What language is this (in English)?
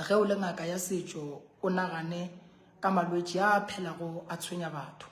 Northern Sotho